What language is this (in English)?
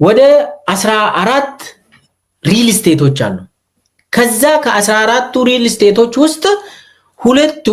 Amharic